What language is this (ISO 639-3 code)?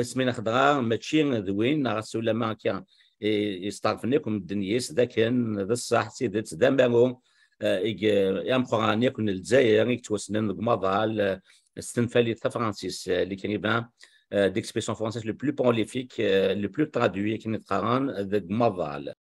kab